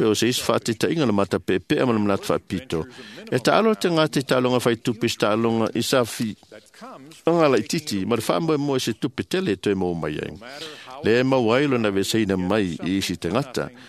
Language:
Samoan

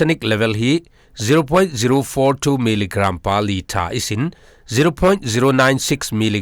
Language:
Falam Chin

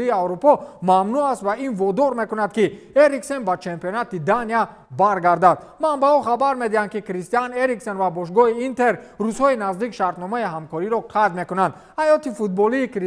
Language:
Tajik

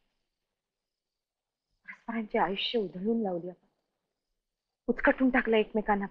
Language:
Marathi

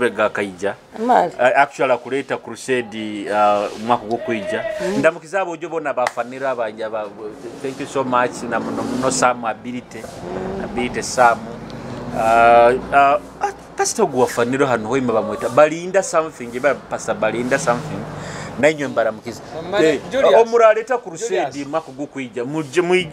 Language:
Nyoro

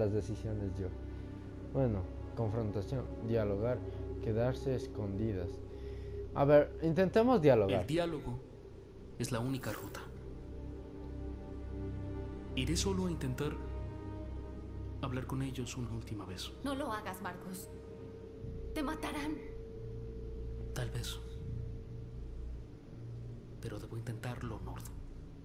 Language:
Spanish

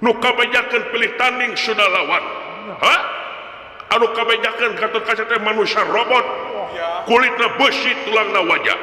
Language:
Sundanese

